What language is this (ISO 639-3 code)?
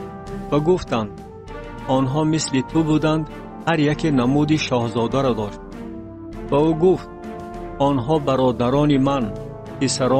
tgk